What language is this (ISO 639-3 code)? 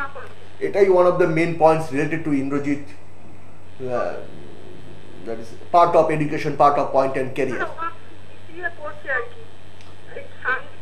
ben